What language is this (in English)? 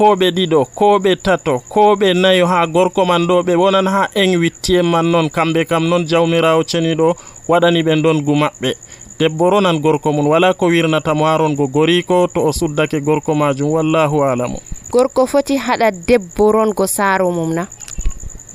Nigerian Fulfulde